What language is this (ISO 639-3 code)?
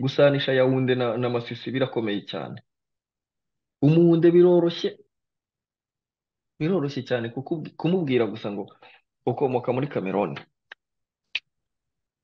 kin